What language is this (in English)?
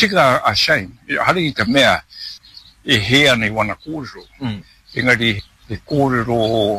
Māori